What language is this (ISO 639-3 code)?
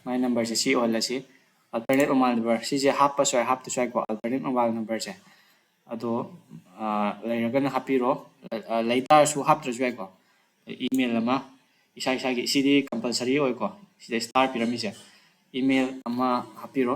mni